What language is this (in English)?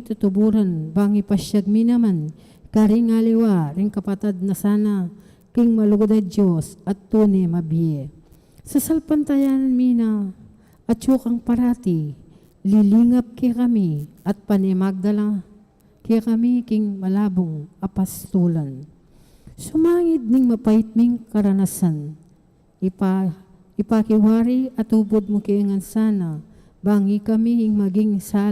Pampanga